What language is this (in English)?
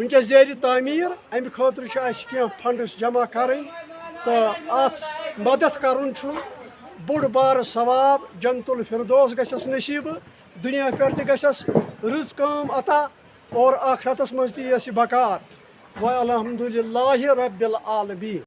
Kashmiri